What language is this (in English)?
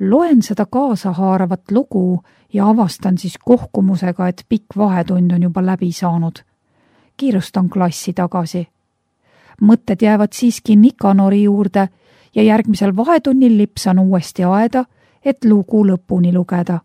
Estonian